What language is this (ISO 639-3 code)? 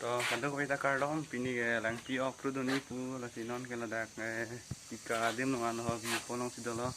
mjw